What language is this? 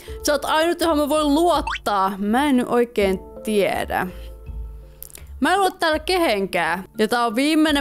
Finnish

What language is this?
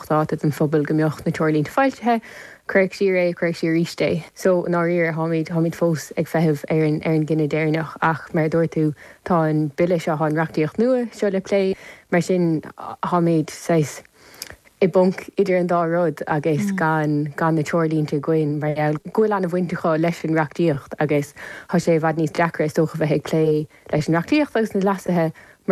Irish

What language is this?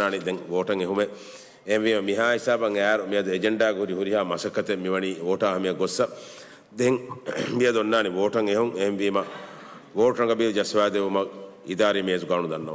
Divehi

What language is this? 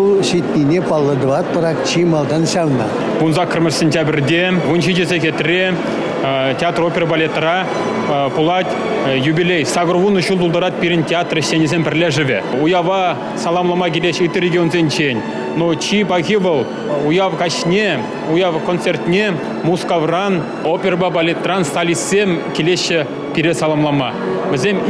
Chuvash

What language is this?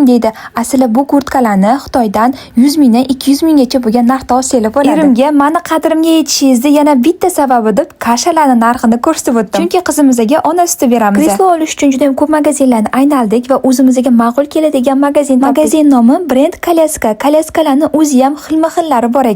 Uzbek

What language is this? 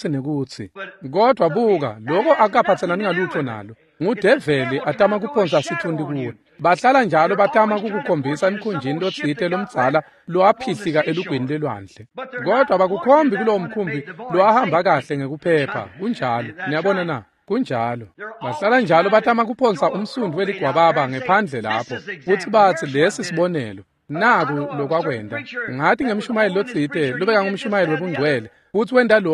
Swati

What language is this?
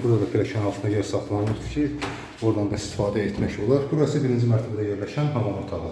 Azerbaijani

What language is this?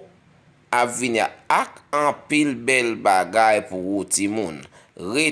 Haitian Creole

